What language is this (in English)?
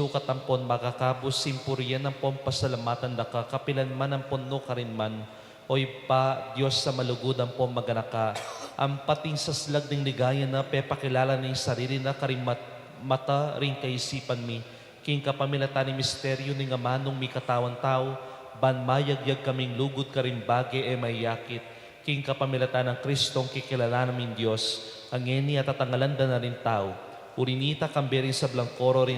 Pampanga